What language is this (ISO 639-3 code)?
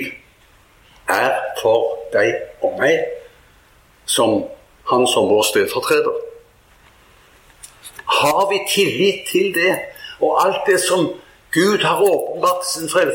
nor